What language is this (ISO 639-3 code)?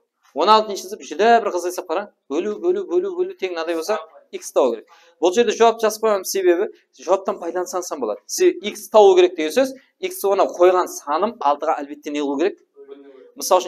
kaa